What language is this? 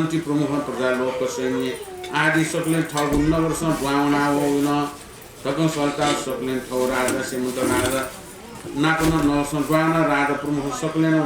Newari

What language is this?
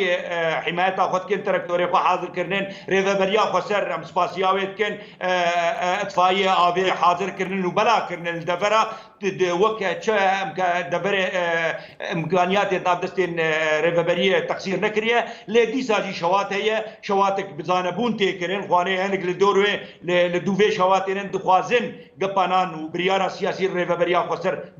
Kurdish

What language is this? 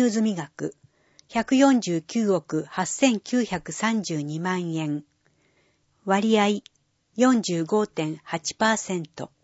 Japanese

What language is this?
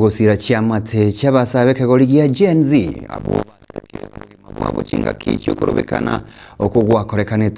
Gusii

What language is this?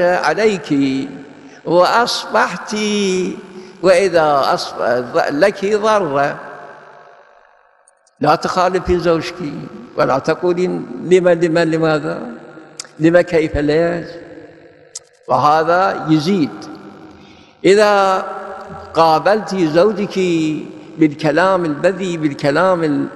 Arabic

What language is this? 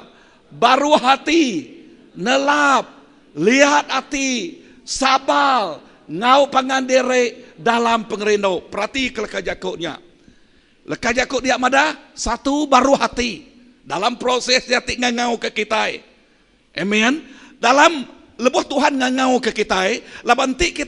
Iban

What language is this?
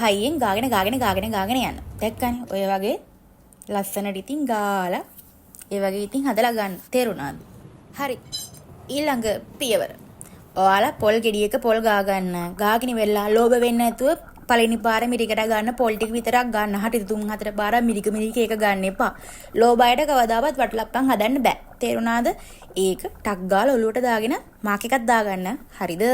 Sinhala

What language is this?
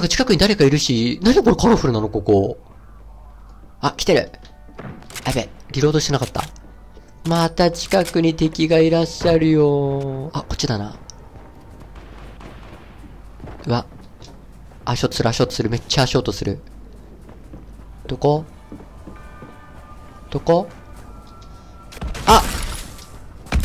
Japanese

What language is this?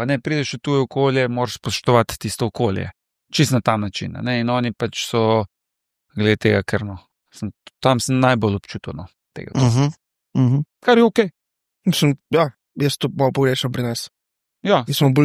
Slovenian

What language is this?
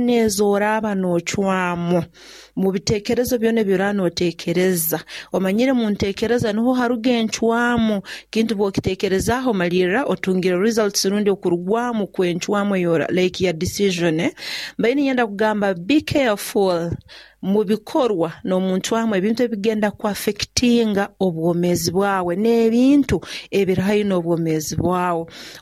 Nyoro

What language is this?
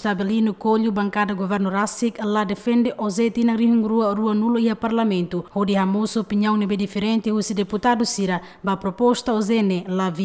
Tetum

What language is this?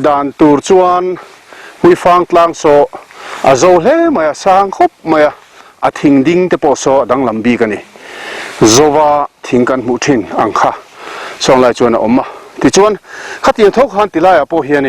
Mizo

